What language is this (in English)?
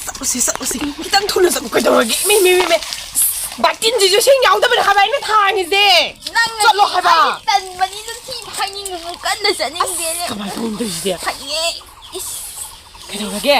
Manipuri